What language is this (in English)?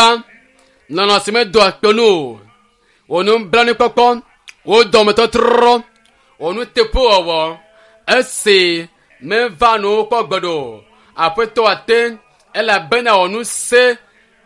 Ewe